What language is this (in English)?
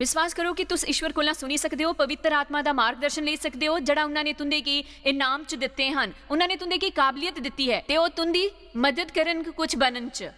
Dogri